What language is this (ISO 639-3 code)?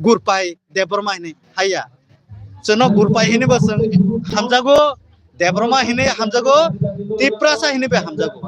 trp